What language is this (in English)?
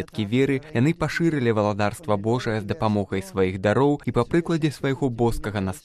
Belarusian